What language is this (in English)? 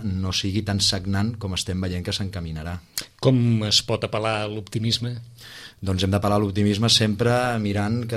Catalan